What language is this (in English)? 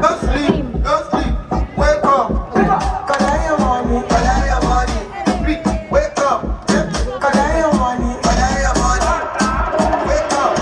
Venda